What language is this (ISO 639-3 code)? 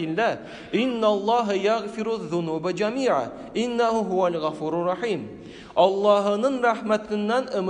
tat